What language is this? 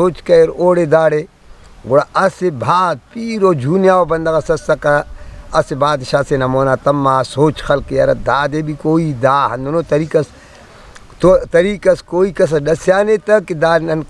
Brahui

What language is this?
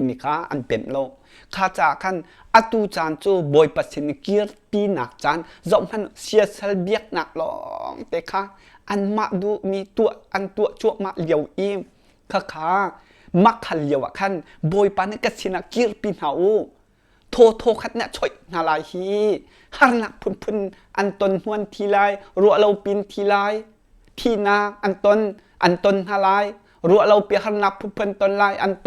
Hakha Chin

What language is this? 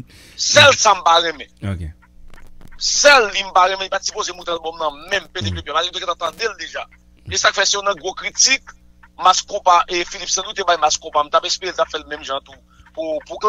Haitian Creole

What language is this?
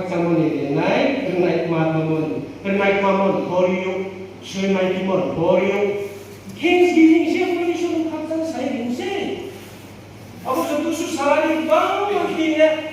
Riang (India)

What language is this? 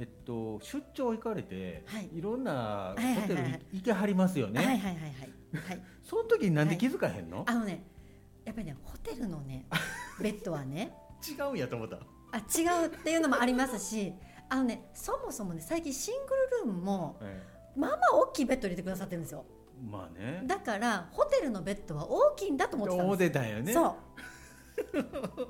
Japanese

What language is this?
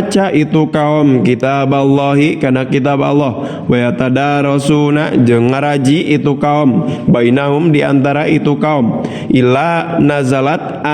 Sundanese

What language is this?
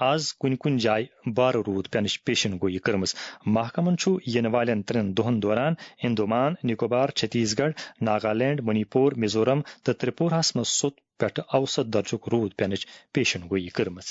Kashmiri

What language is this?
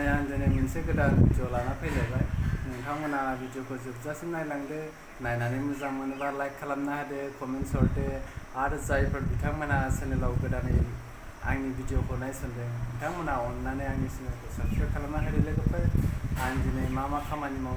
Bodo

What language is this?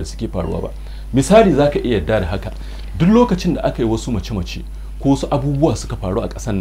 Hausa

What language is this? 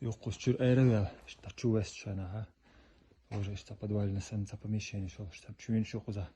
Chechen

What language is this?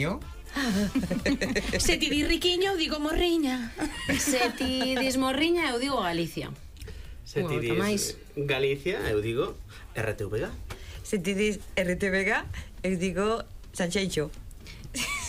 Galician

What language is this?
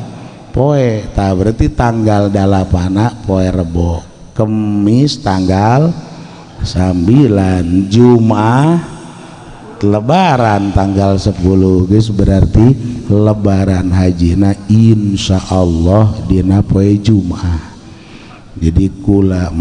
Sundanese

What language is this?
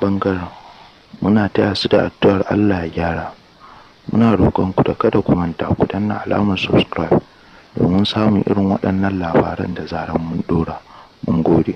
Hausa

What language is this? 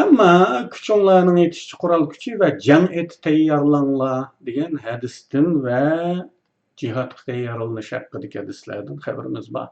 Uyghur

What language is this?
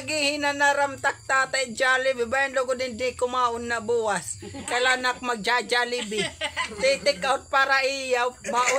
Waray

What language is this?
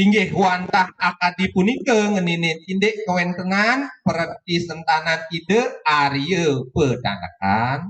Balinese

